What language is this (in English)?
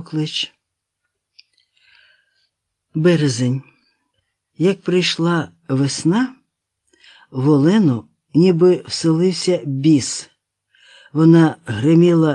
Ukrainian